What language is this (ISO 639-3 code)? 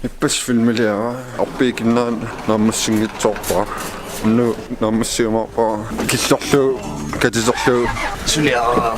kal